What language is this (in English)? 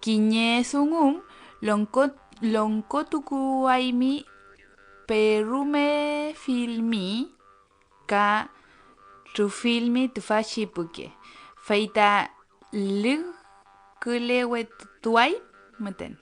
Mapuche